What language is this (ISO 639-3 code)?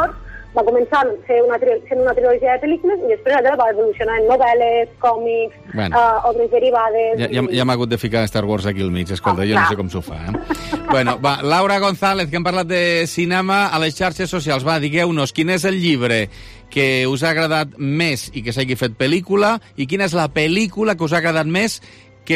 cat